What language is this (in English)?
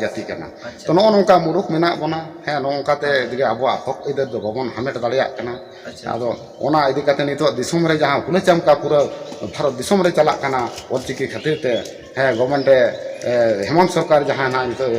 Santali